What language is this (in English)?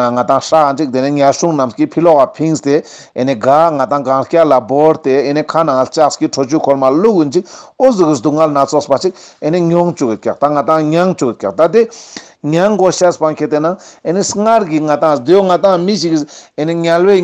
Ladakhi